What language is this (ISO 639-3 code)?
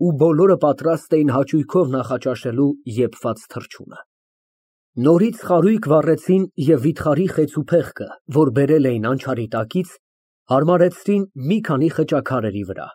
hye